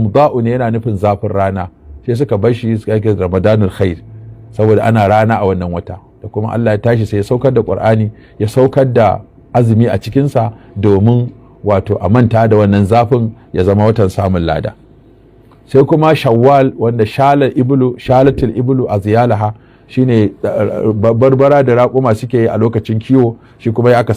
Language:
Hausa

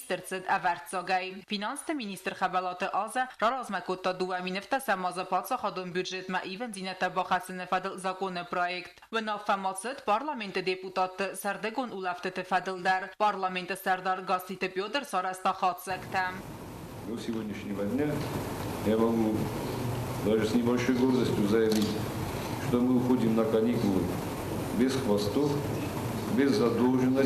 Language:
Ossetic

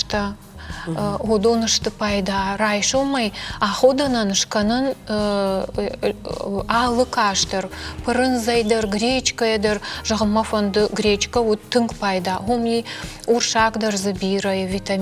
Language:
Ossetic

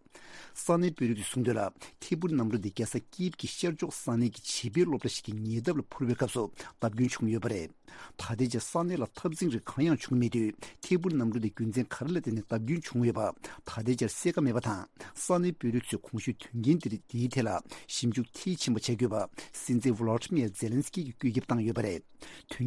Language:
Tibetan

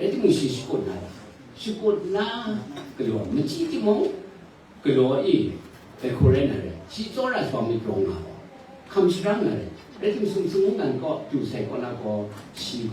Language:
Kachin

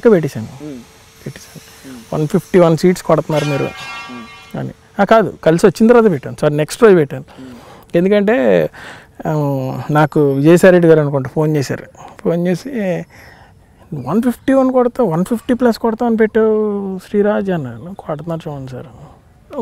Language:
Telugu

